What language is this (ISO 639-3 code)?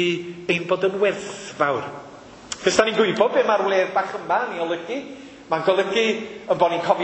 cym